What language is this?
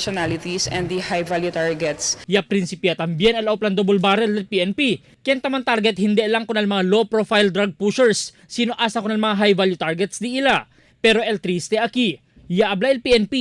Chavacano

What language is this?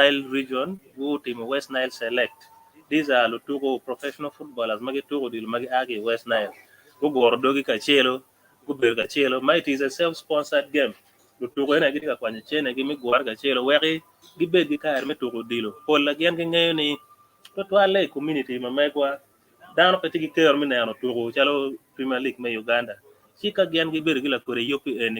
Acoli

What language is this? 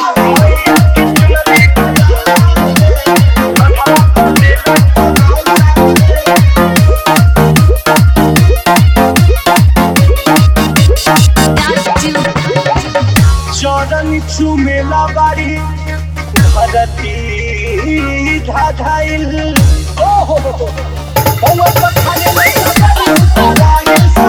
Bhojpuri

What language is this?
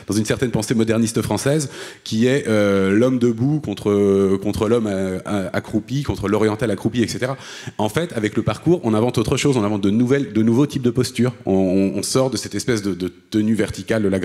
French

